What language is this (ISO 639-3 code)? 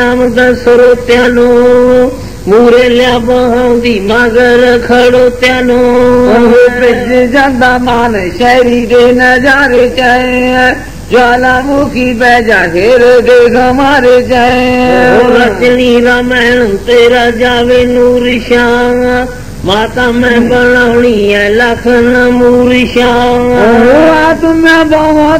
pan